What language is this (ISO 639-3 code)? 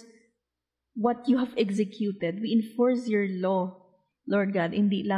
hil